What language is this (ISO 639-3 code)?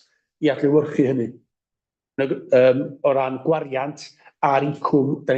cym